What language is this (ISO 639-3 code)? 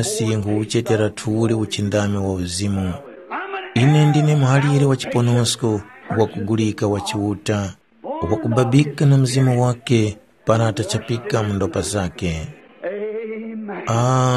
tum